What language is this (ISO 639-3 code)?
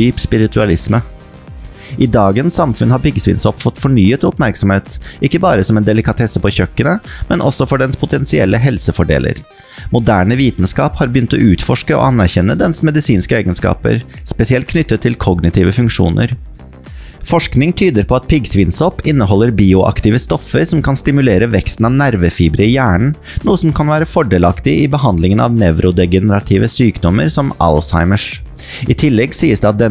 nor